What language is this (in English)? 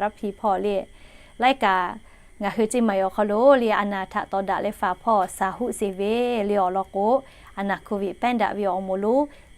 Lahu